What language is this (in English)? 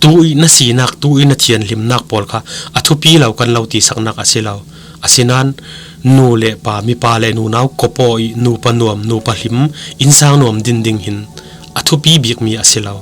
Falam Chin